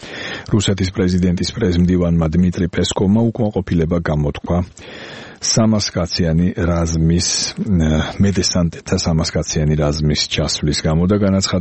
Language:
Georgian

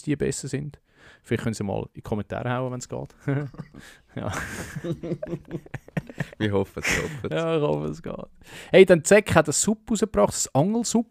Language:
Swiss German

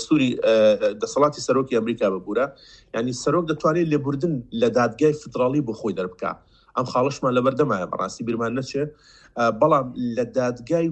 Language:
Central Kurdish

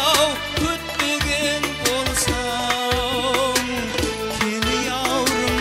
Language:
Kara-Kalpak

